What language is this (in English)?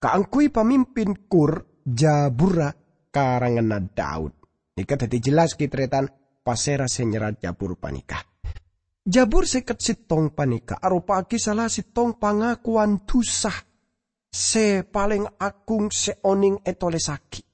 Madurese